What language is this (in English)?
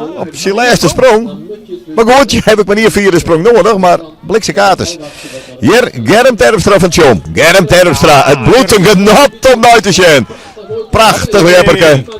Western Frisian